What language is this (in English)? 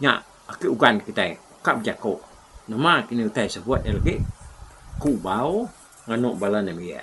Iban